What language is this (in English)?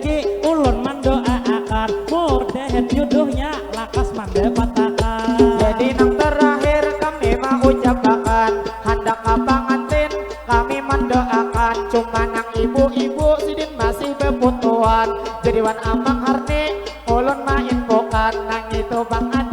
Banjar